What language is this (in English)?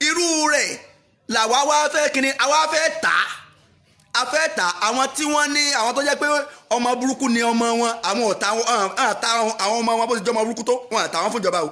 Yoruba